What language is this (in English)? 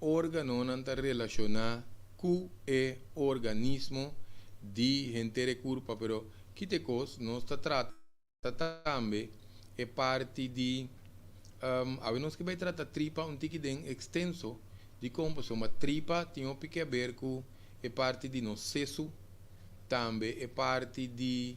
Papiamento